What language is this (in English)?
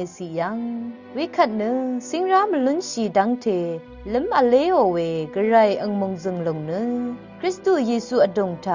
Rawang